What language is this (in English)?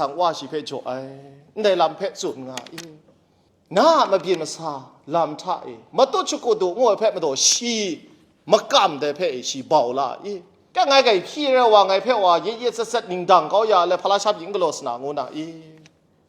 Kachin